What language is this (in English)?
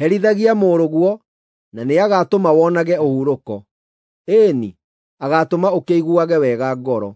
Kikuyu